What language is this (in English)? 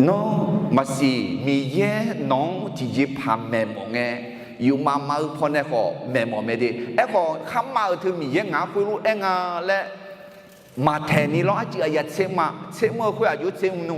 Akha